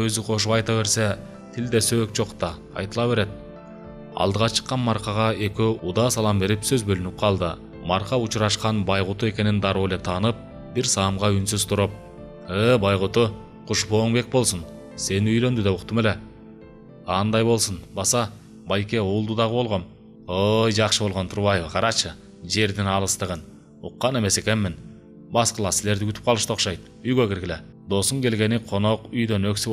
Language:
Kyrgyz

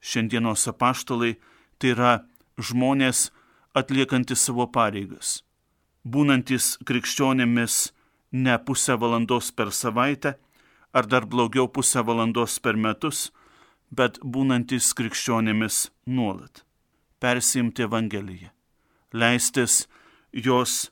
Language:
Lithuanian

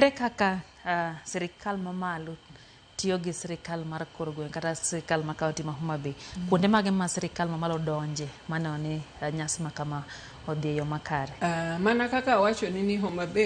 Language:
Luo (Kenya and Tanzania)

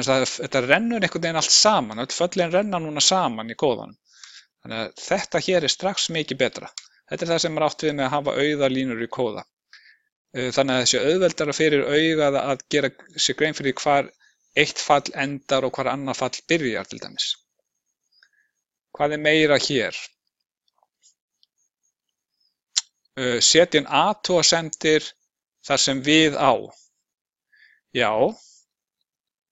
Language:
Icelandic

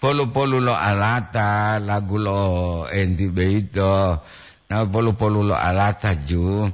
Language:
Gorontalo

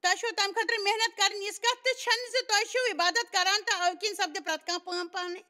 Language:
Kashmiri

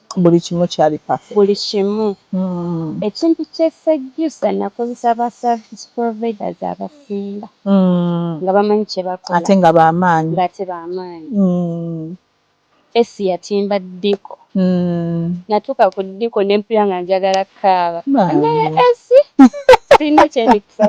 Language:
Ganda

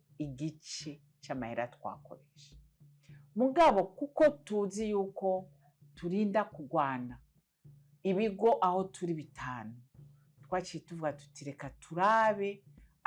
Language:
Rundi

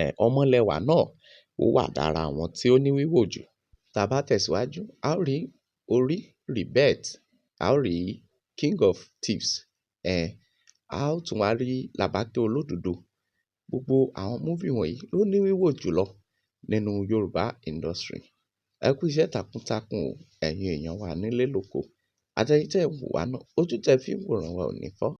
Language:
Yoruba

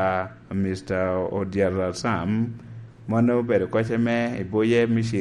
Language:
Lango (Uganda)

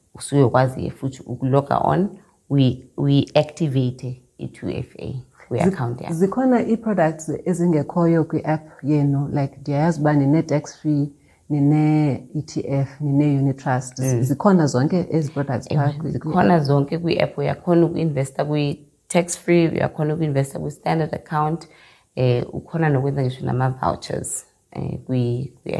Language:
Xhosa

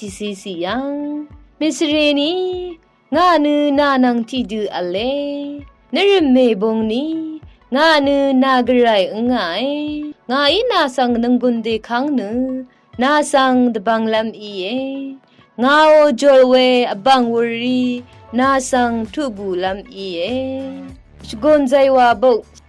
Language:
Rawang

